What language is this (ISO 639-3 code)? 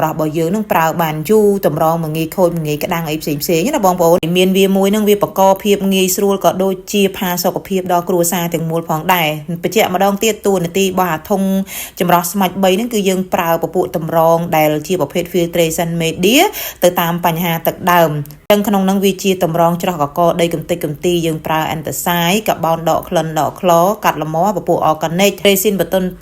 khm